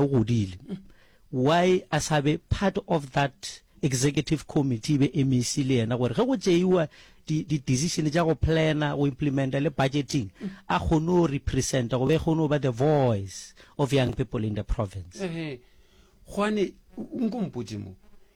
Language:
Northern Sotho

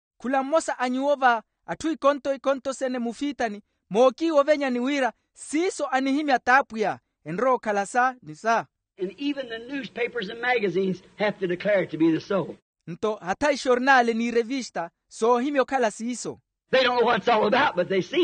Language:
Makhuwa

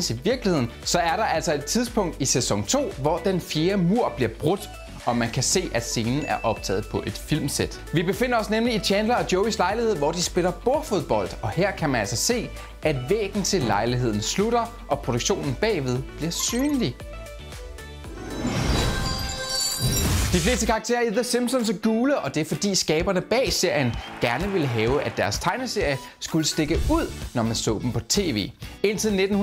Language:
Danish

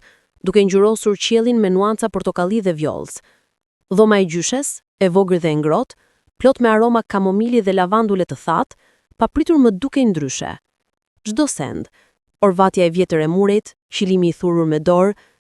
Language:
Albanian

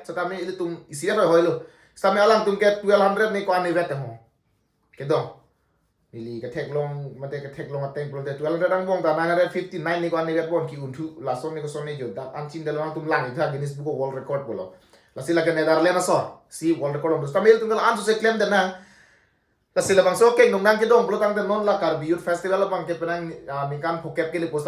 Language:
Karbi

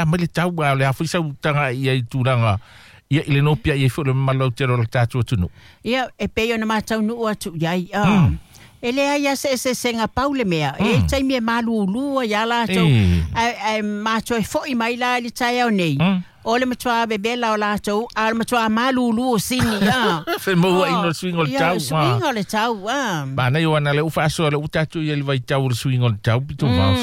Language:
Samoan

